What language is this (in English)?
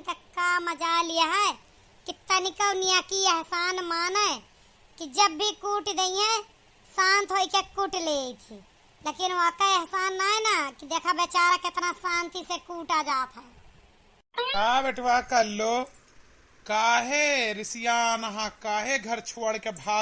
Awadhi